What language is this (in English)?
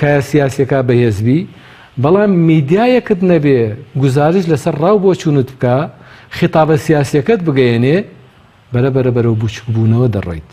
Central Kurdish